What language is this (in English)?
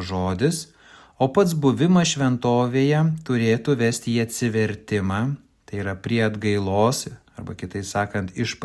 Lithuanian